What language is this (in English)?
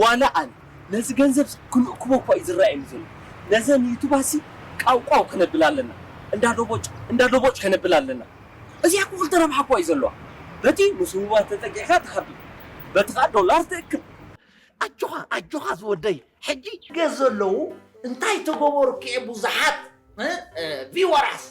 Tigrinya